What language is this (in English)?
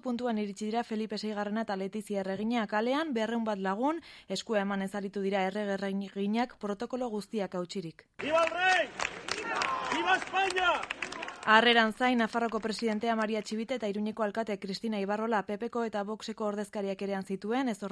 Basque